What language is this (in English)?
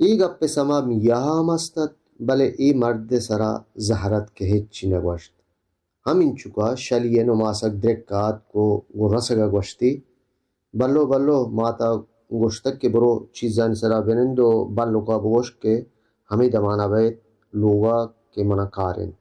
Baluchi